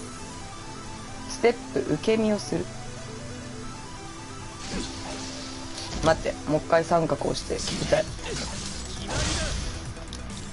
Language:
Japanese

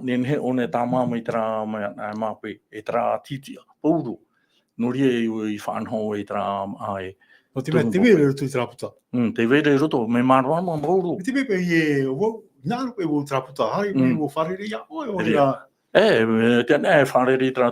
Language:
Tahitian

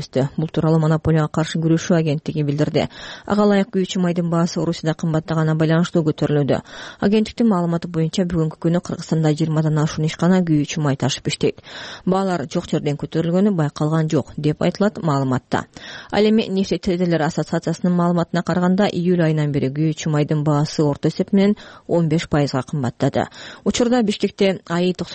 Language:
Kyrgyz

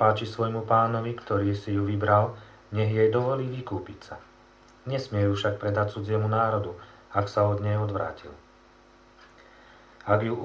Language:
Slovak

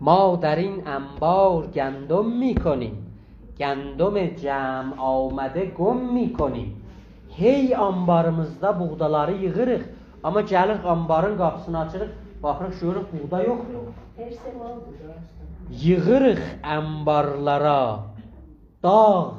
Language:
South Azerbaijani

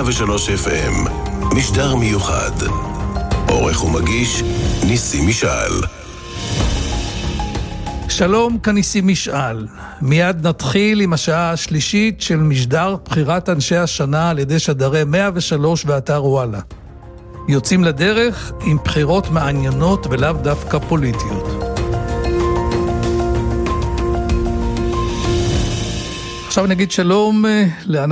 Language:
Hebrew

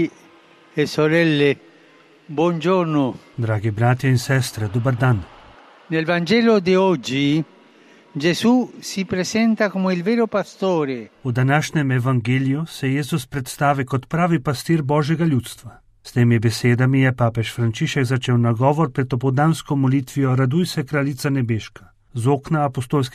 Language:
Slovenian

